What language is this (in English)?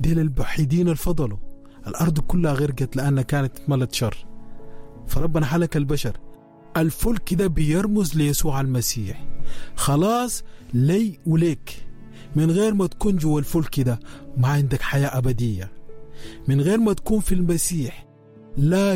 Sudanese Arabic